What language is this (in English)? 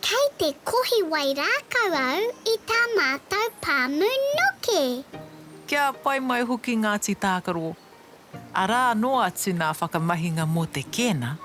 Māori